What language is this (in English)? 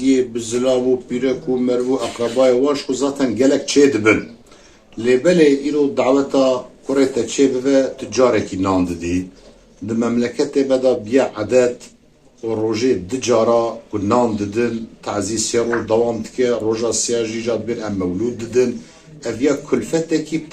Kurdish